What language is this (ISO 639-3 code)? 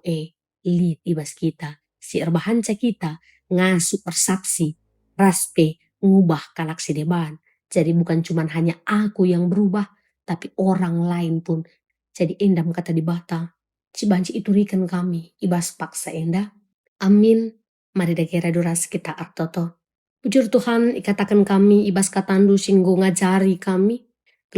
btx